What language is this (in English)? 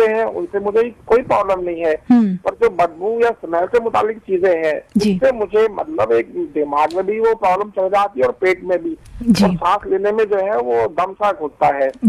Hindi